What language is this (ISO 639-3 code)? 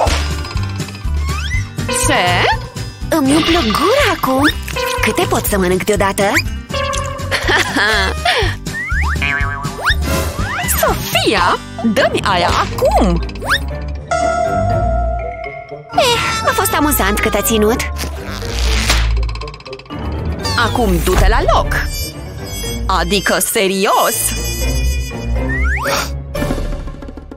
ron